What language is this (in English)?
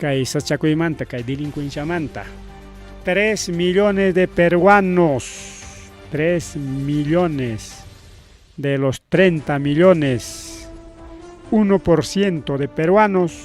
Ayacucho Quechua